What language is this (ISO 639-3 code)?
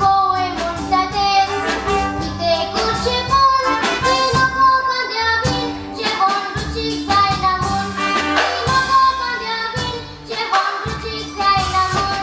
kok